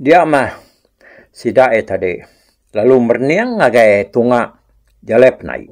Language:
Iban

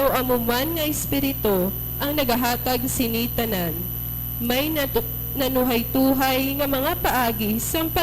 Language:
Hiligaynon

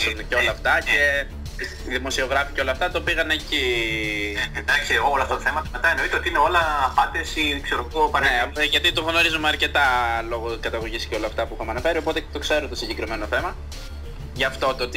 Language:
Greek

